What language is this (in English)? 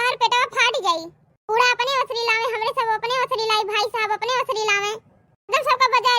Awadhi